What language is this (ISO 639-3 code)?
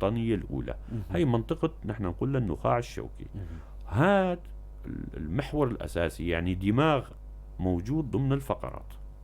apc